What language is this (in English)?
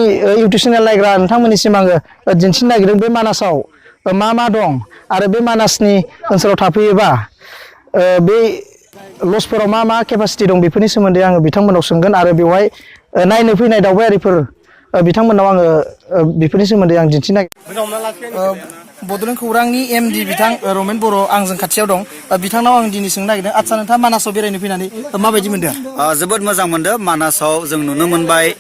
Bodo